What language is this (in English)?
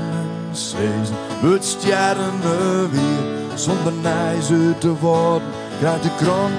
Western Frisian